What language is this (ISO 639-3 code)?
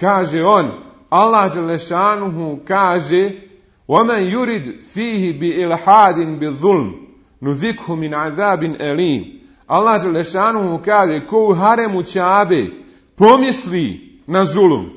bos